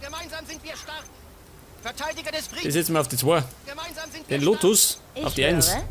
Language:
Bavarian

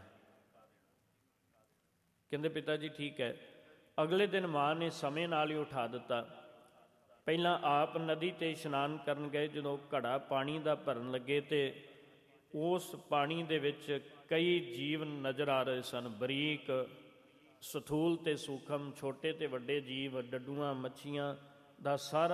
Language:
Punjabi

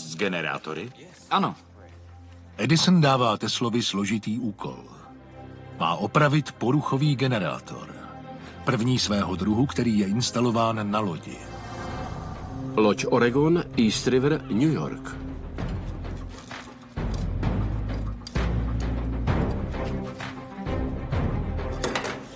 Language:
Czech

